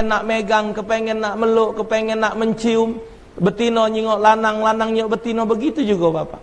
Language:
Musi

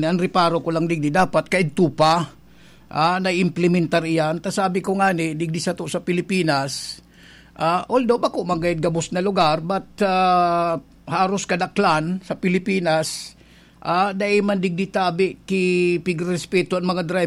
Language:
Bikol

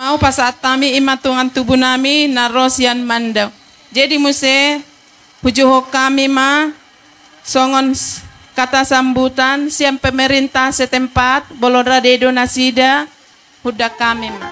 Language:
Batak Toba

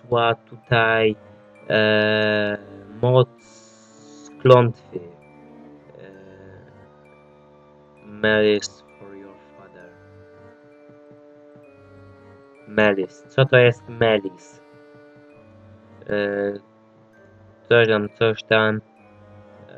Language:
Polish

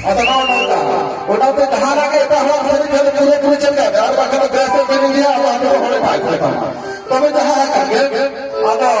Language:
Santali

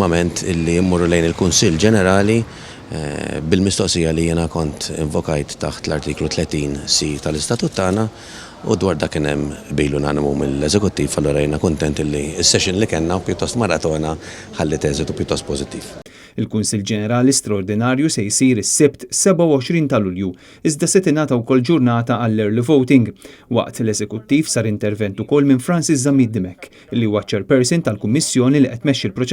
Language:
Maltese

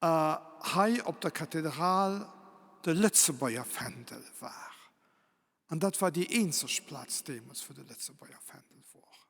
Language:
Luxembourgish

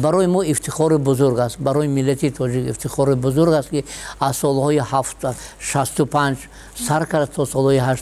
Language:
Tajik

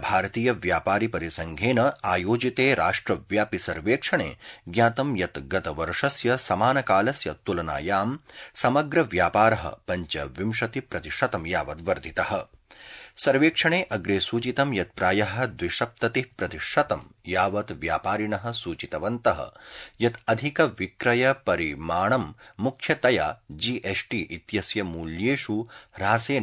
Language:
Sanskrit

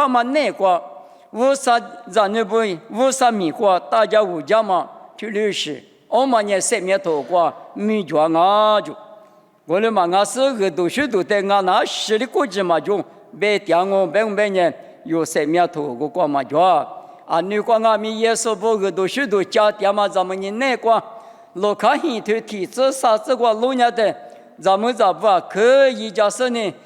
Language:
Lisu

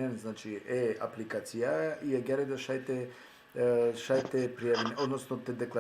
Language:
Balkan Romani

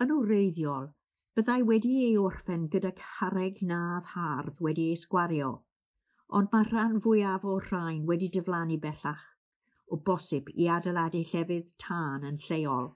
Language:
Welsh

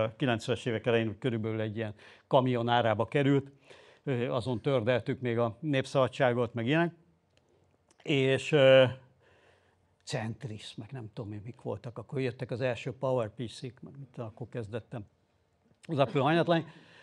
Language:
Hungarian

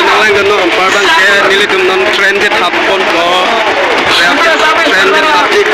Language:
Karbi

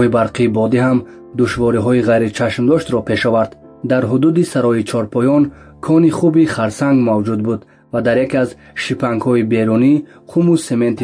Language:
Tajik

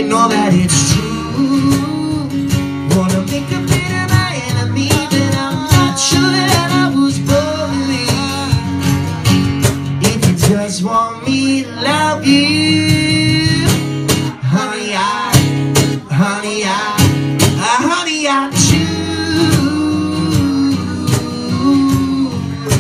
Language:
English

